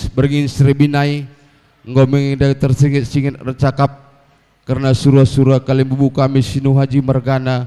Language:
Batak Karo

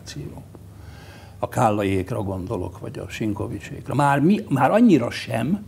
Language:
Hungarian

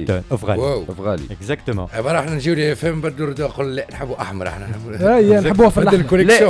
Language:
Tunisian Arabic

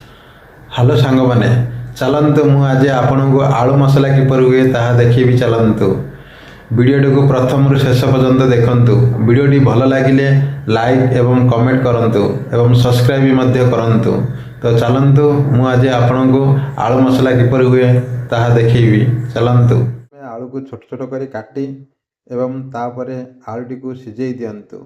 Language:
Odia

